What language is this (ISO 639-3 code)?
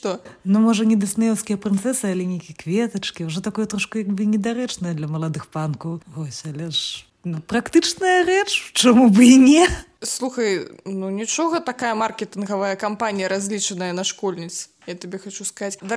bel